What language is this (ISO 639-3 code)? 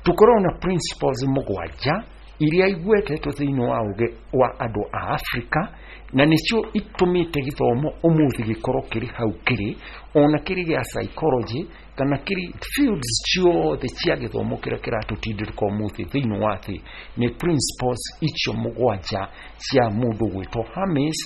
kik